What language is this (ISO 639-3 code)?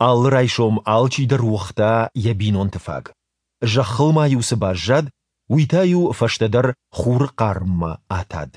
oss